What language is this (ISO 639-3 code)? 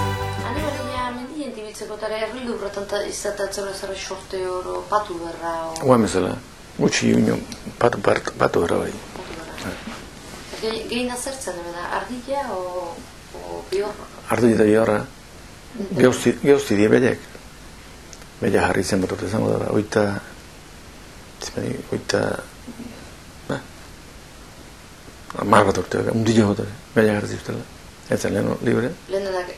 eus